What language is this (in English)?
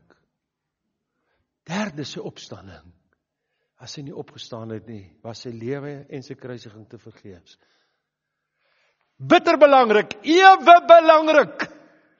Afrikaans